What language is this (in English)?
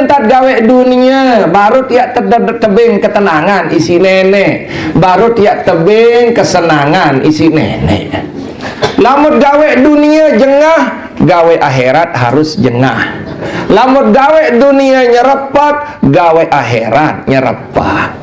Sasak